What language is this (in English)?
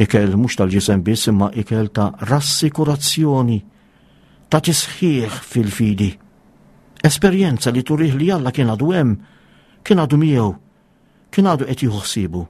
Maltese